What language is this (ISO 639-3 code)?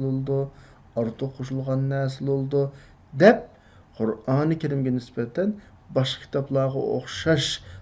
uig